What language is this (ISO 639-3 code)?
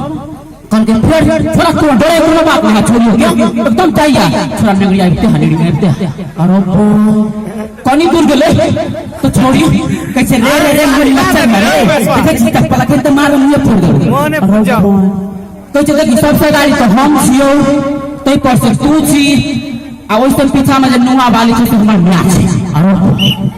mai